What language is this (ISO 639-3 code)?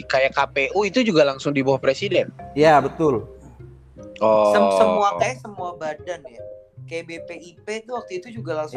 ind